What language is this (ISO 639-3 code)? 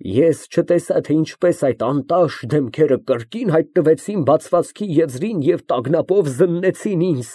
hye